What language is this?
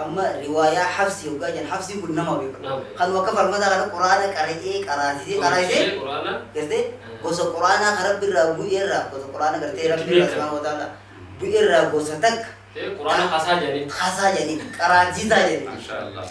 Oromo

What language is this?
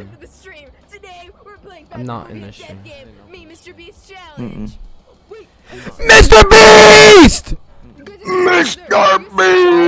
English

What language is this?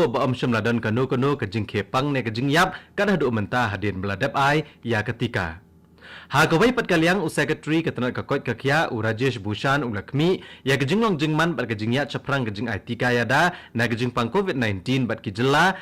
Khasi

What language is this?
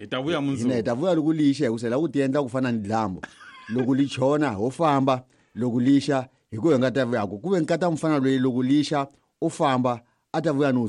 Tsonga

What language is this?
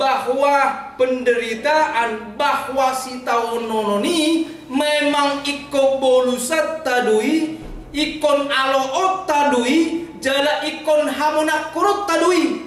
Batak Toba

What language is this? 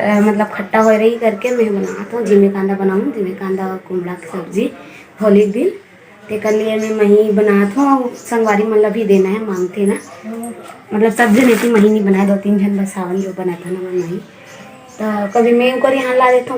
Chhattisgarhi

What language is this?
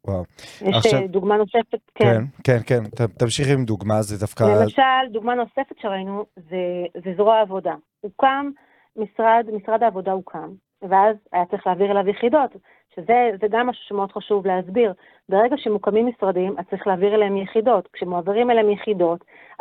Hebrew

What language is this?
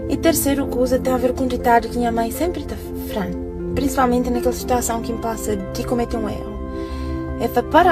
Kabuverdianu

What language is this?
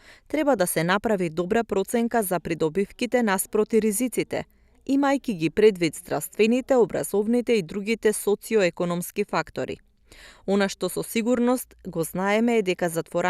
Macedonian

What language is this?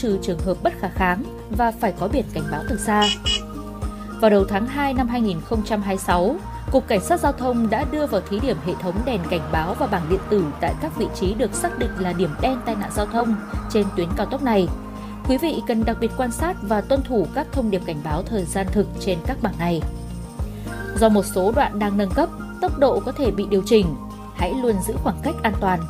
Vietnamese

